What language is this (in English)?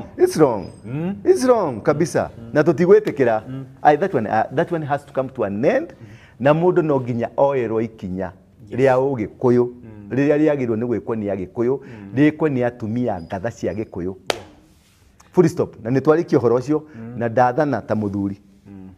Kikuyu